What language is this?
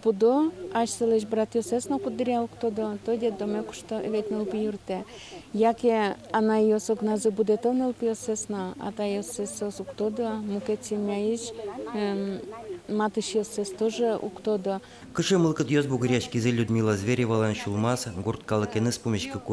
Udmurt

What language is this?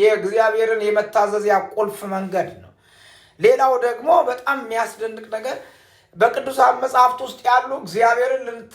Amharic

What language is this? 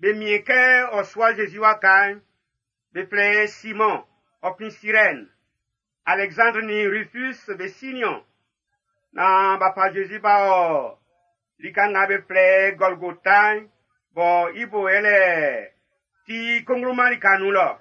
Baoulé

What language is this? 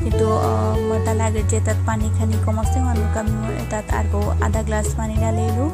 Bishnupriya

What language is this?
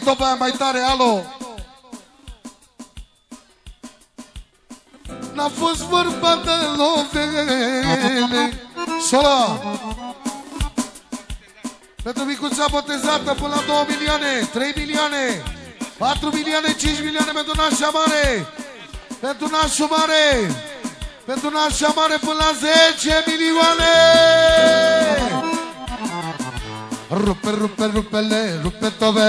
Romanian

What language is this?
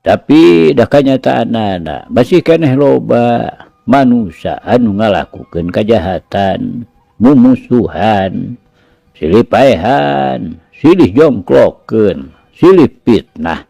Sundanese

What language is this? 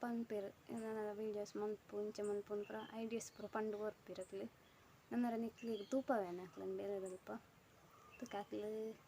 Tulu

